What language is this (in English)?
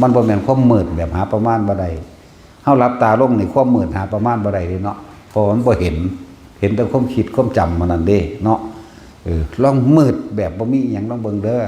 Northeastern Thai